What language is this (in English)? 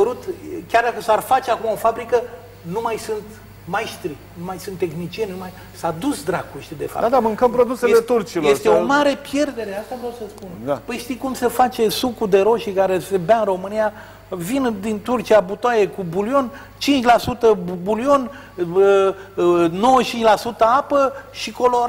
Romanian